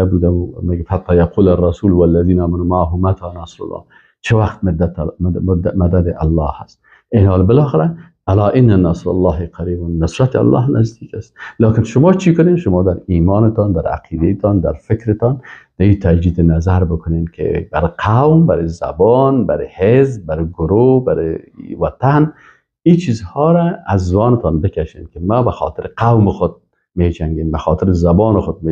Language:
Persian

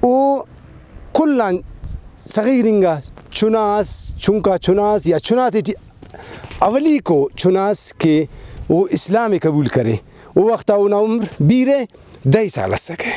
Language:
Brahui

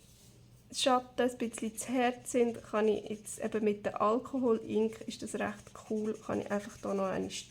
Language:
Swiss German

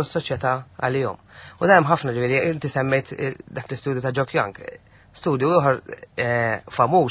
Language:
Maltese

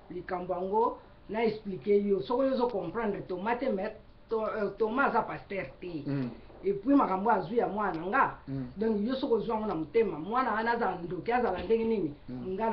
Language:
Lingala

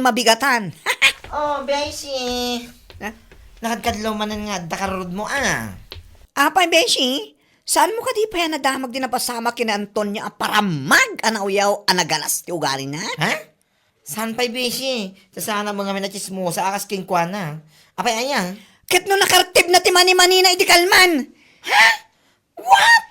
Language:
Iloko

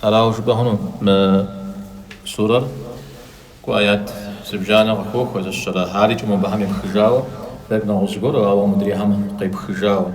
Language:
Kabardian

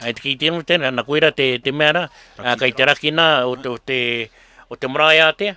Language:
Māori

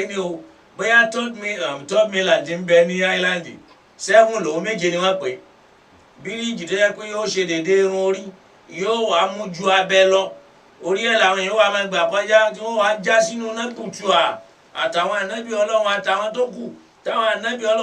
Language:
Yoruba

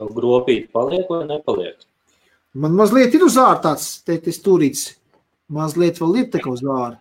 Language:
Latvian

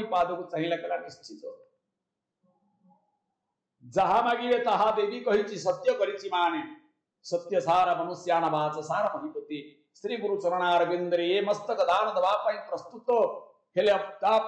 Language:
Odia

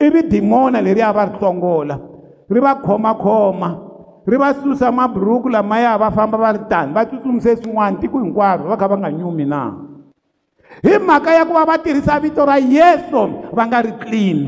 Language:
Tsonga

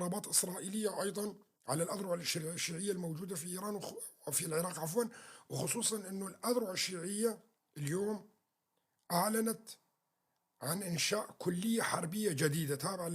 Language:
North Levantine Arabic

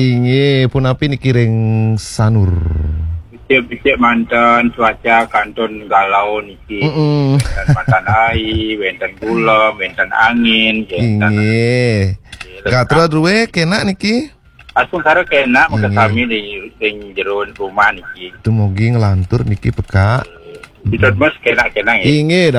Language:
Balinese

